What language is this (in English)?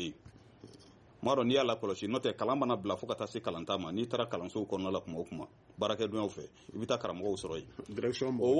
Bambara